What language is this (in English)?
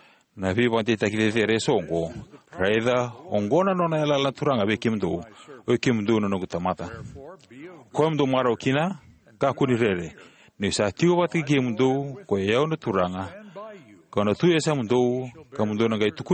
Fijian